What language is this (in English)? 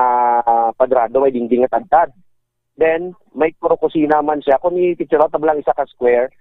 Hiligaynon